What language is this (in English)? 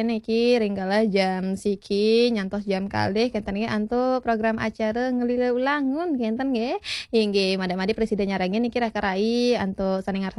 Balinese